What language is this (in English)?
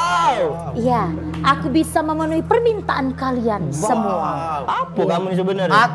Musi